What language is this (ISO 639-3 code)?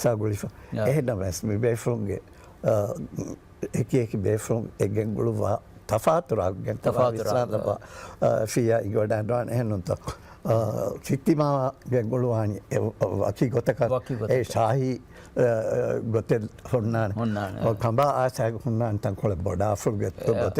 div